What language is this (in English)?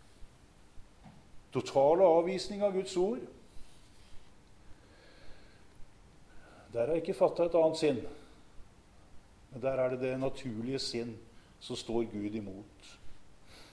Norwegian